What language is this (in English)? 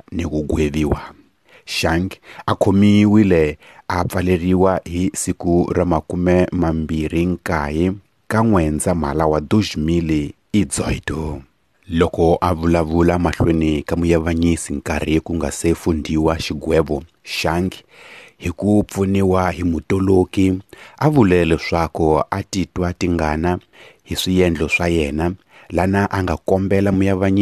Tsonga